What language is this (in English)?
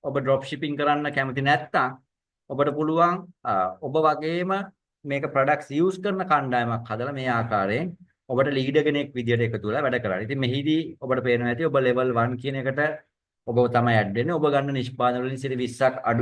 Sinhala